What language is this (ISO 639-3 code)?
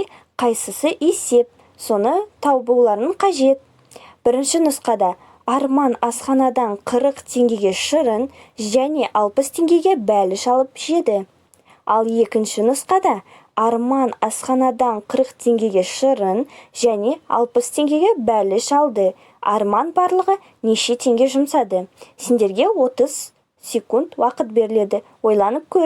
kaz